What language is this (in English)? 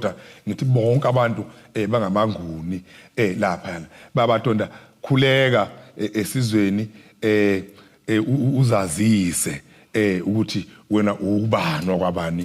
Zulu